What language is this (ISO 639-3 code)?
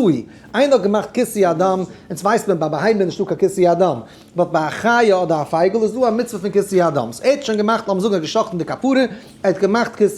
yid